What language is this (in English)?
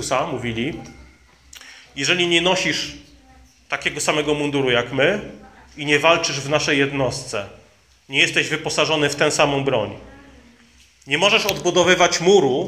Polish